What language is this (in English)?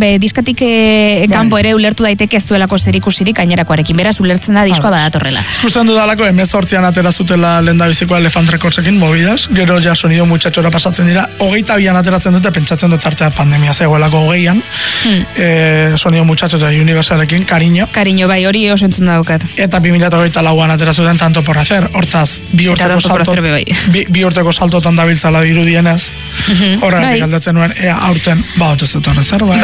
Basque